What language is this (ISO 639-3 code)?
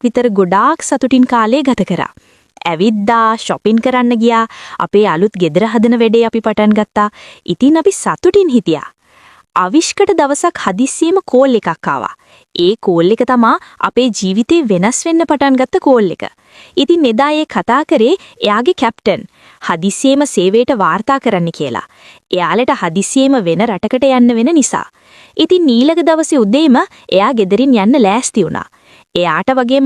sin